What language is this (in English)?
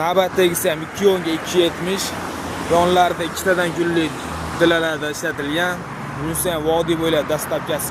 Uzbek